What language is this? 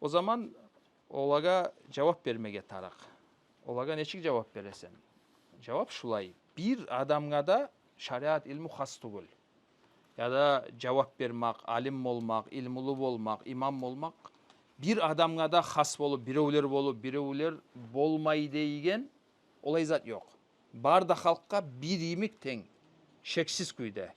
Kumyk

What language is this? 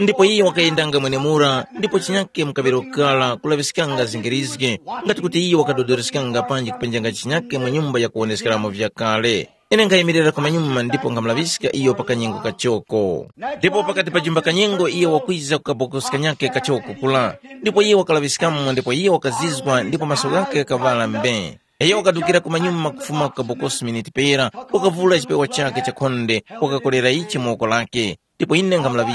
Tumbuka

